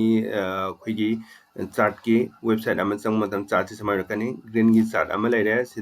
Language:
Manipuri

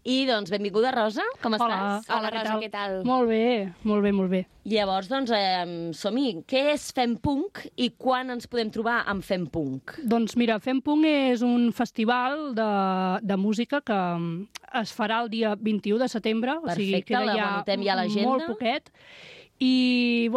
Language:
Catalan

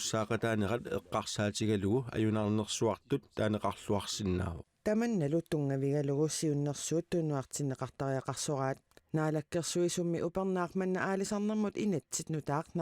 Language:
Kalaallisut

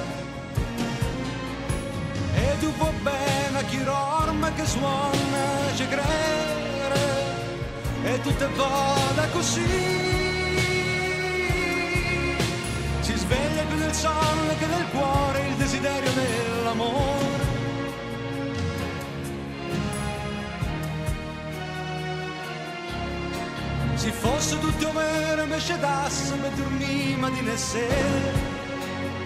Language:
Italian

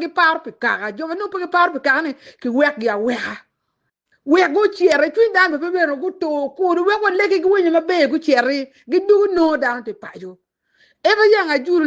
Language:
Acoli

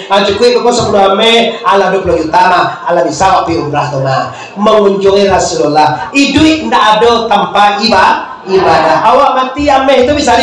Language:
Minangkabau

